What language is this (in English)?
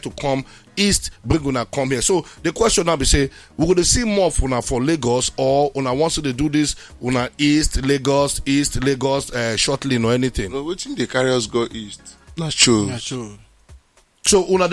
Nigerian Pidgin